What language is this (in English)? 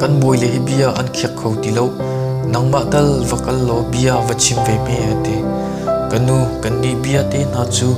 Hakha Chin